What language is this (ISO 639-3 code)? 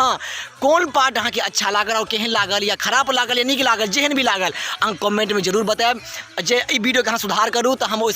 mai